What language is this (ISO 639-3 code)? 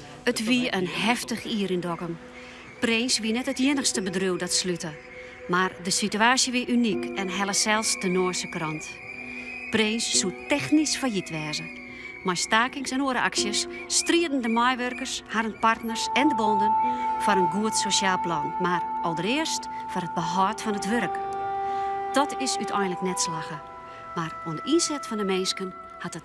fry